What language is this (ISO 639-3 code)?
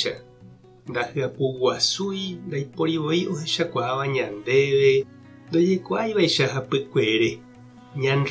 grn